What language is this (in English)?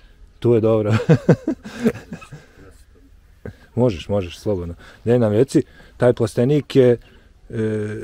Bosnian